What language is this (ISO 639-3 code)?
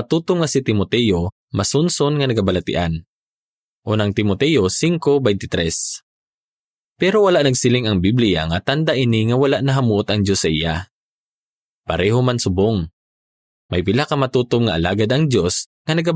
hil